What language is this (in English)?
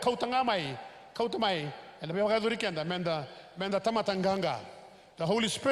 Fijian